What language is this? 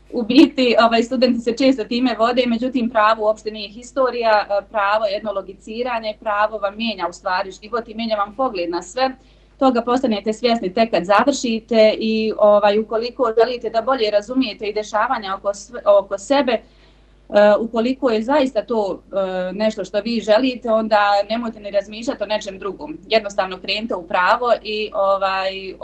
Bosnian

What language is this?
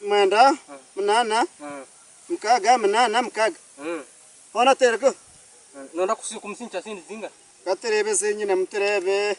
Nyankole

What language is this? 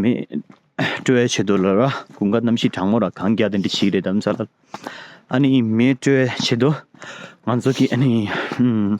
Tibetan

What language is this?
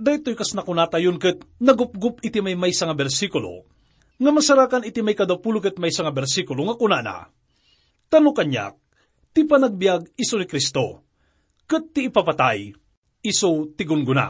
Iloko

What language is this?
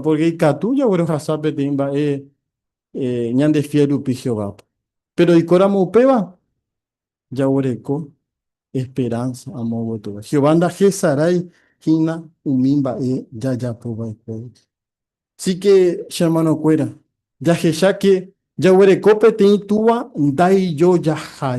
Guarani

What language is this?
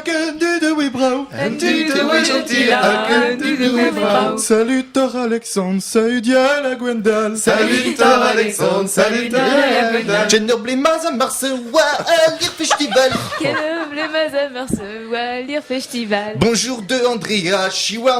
Breton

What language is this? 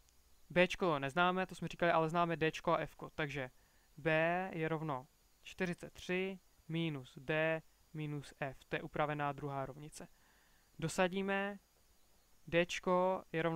Czech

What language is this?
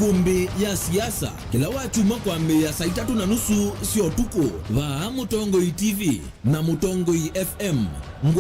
Kamba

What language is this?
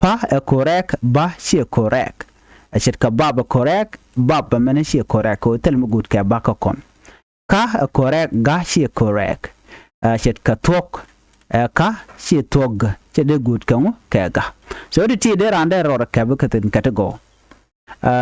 Nuer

